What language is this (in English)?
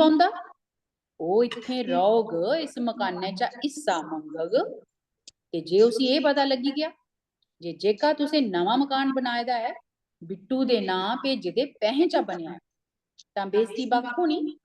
Dogri